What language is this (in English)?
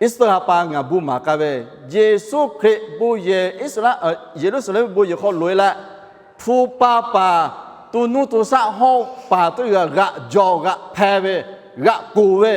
Lahu